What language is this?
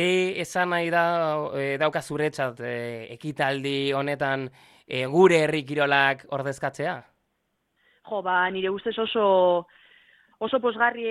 Basque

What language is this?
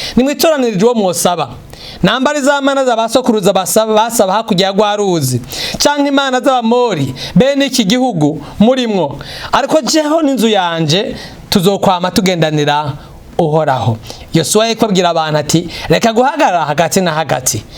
Rundi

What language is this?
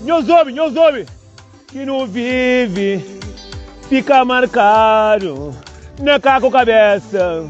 Kabuverdianu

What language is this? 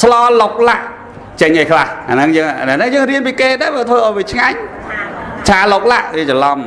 Khmer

